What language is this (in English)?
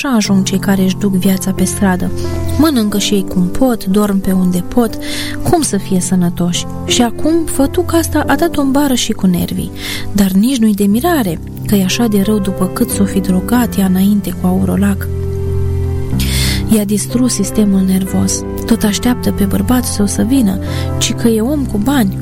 Romanian